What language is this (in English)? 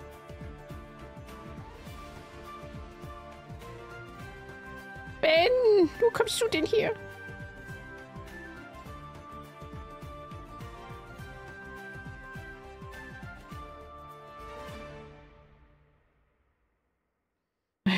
German